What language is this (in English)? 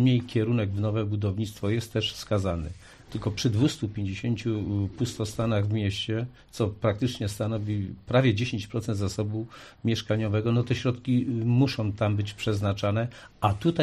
Polish